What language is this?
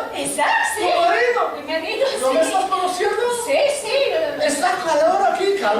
Ladino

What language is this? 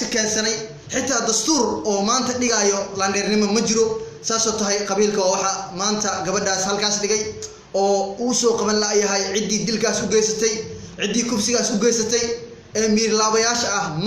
Somali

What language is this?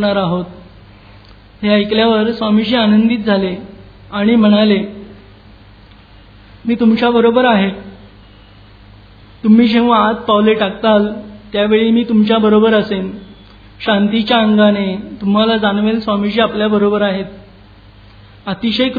Marathi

